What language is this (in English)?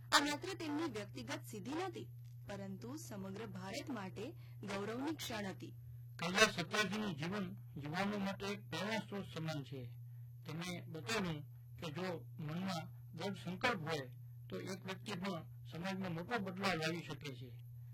Gujarati